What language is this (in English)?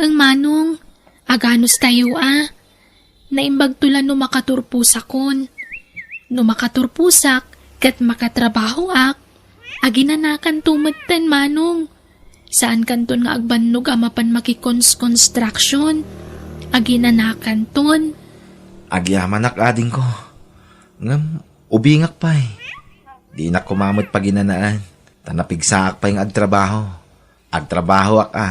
Iloko